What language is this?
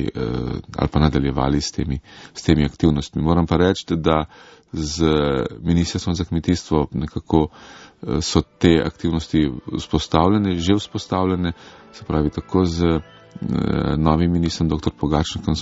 Slovenian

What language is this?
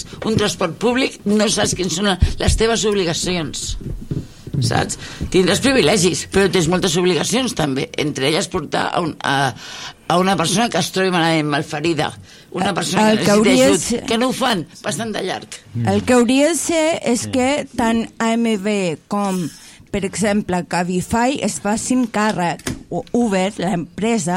Catalan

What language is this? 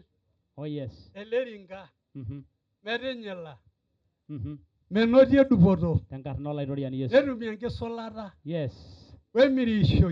Masai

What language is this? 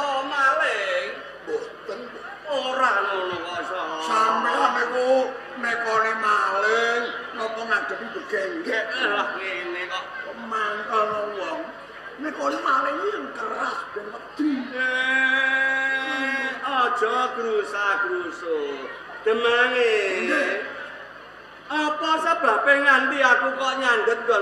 Javanese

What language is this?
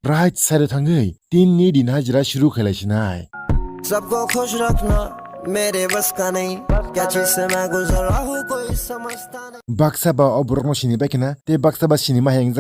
Kok Borok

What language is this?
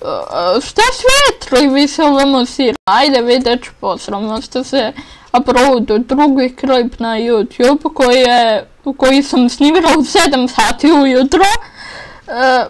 Bosnian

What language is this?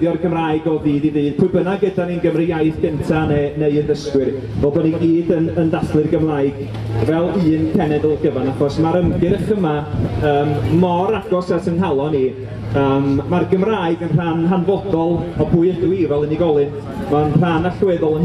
Welsh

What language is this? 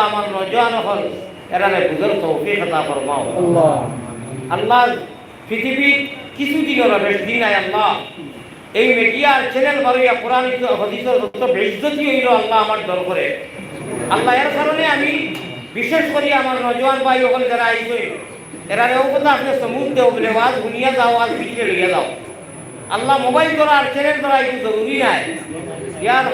Sylheti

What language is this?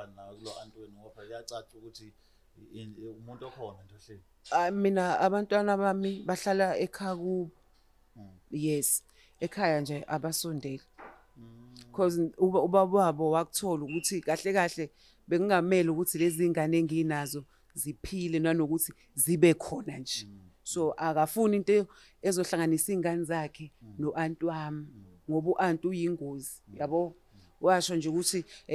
Zulu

